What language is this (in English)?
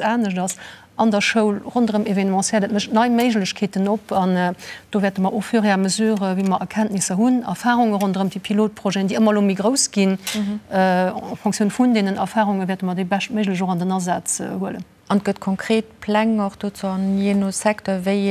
Luxembourgish